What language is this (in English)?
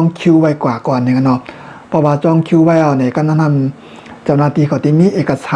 Shan